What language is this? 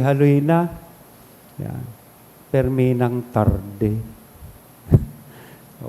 Bikol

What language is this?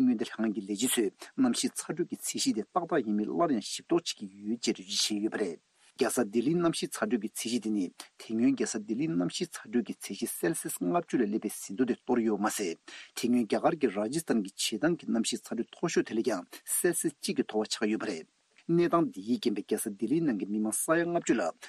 Tibetan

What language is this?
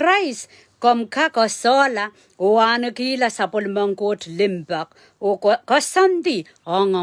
Pohnpeian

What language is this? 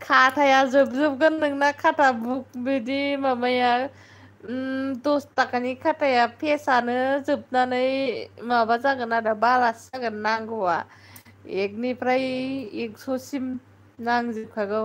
Bodo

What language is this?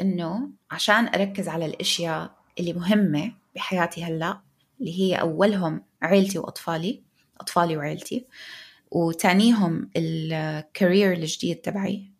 North Levantine Arabic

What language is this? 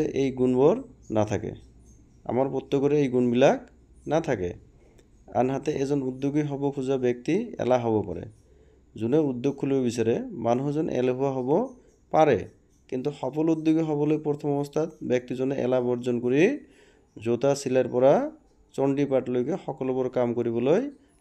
Assamese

